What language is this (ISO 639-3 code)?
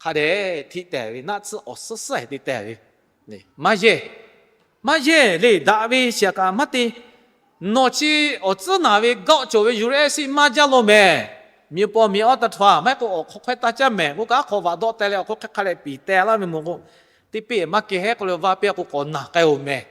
lhu